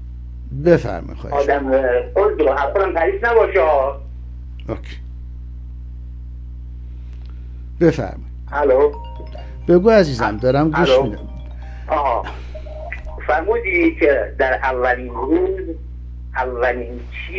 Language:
Persian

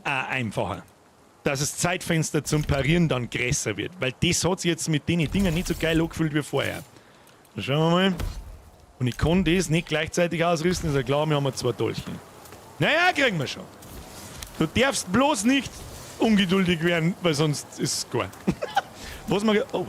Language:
Bavarian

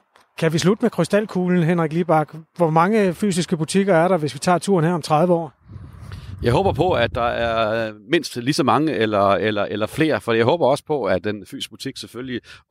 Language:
Danish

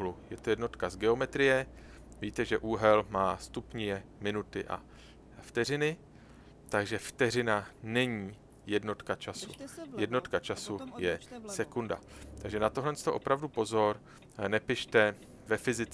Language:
Czech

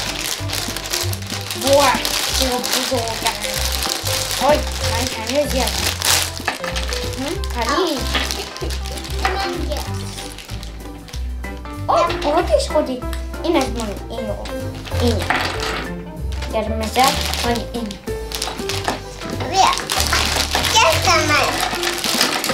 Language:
Persian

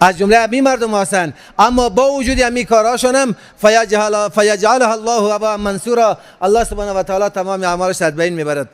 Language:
Persian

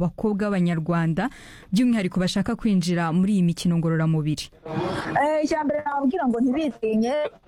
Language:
Kinyarwanda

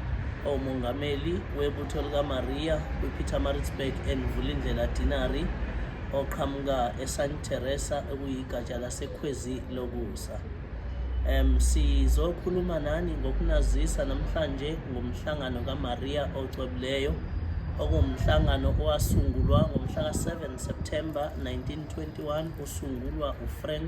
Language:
Zulu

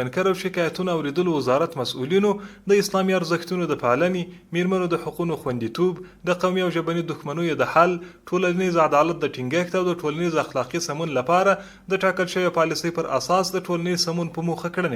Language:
Pashto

